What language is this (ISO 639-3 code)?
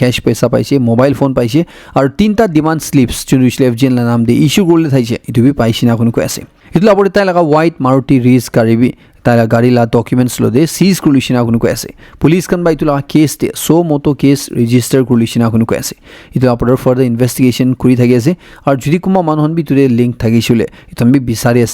nag